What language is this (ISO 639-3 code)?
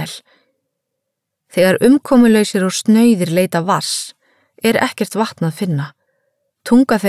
isl